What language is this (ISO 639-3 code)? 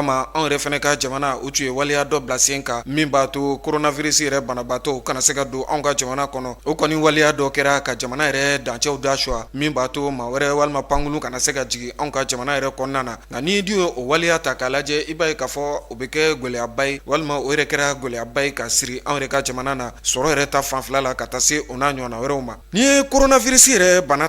bam